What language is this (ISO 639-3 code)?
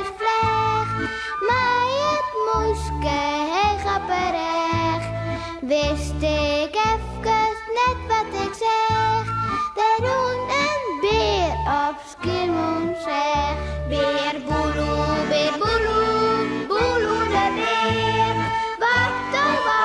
fry